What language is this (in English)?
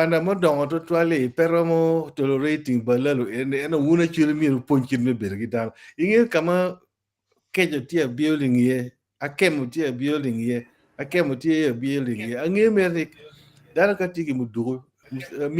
Acoli